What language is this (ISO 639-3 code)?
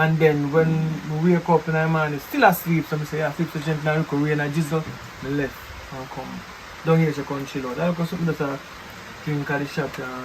jam